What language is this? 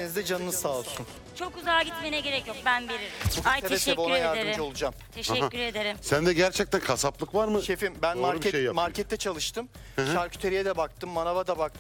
Turkish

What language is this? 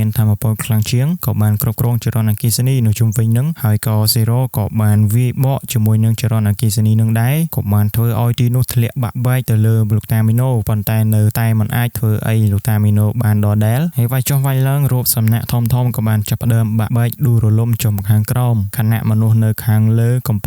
Khmer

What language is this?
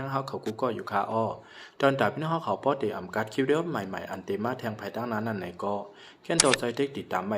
Shan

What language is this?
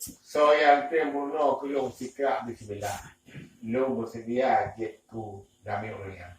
Achinese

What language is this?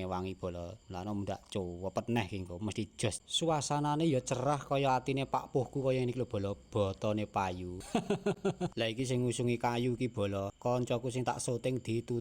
Javanese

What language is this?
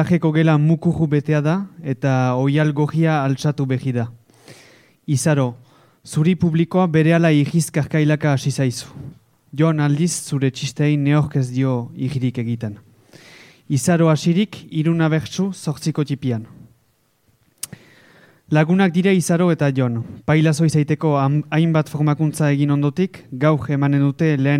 Basque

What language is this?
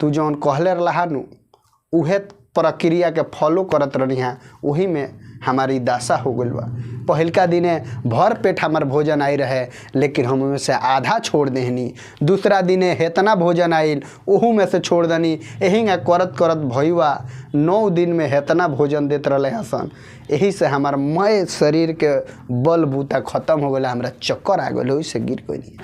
Bhojpuri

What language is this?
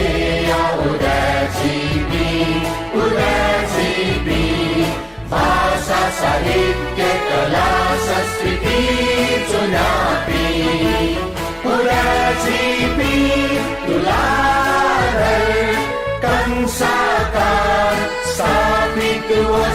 Newari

